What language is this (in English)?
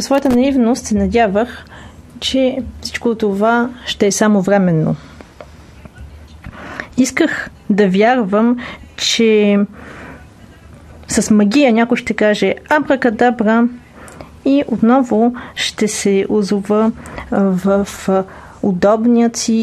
Bulgarian